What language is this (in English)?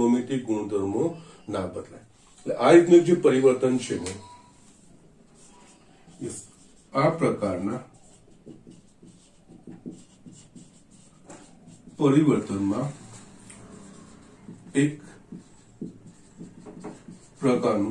Gujarati